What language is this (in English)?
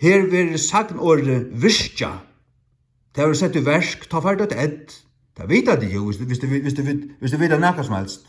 Faroese